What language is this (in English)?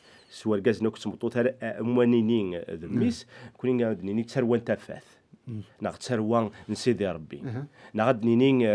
Kabyle